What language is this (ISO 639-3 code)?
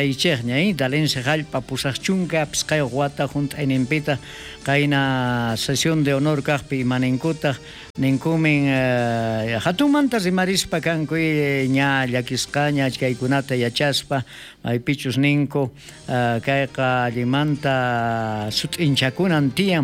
quh